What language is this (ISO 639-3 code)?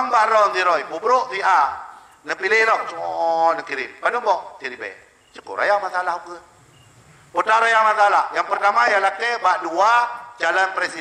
ace